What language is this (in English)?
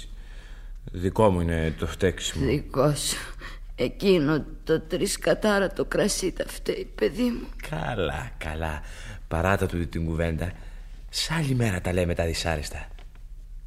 Greek